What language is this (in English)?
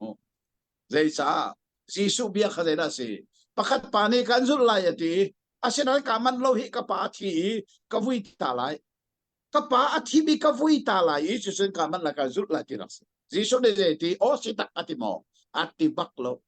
Hakha Chin